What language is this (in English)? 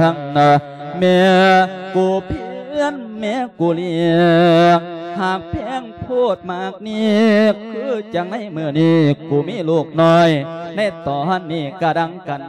Lao